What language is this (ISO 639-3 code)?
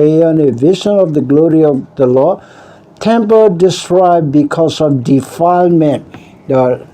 ksw